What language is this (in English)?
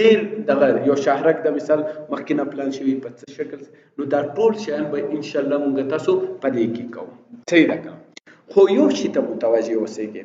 Pashto